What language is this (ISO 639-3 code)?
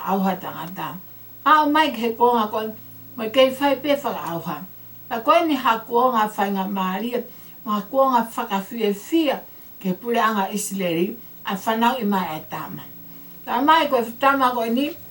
ton